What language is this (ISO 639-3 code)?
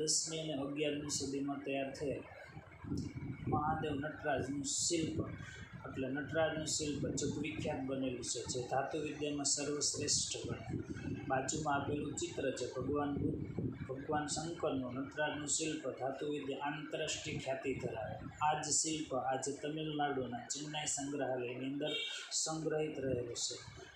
guj